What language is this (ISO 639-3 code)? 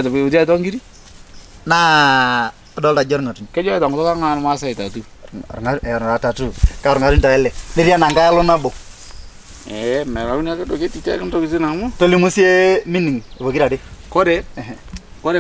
mas